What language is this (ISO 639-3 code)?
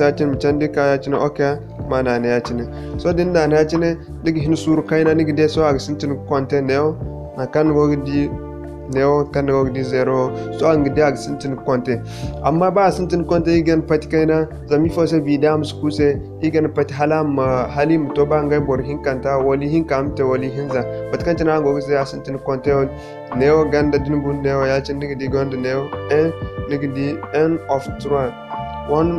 dje